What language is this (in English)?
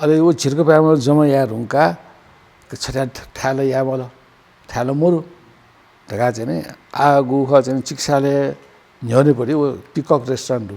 Newari